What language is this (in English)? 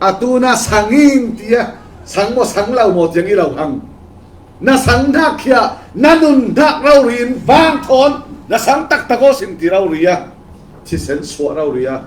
Falam Chin